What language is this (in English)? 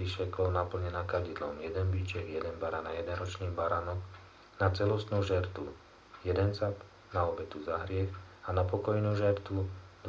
Slovak